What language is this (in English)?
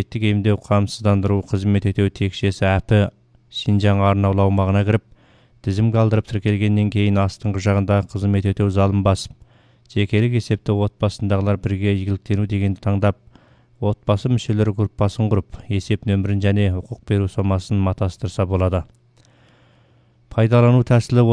Kazakh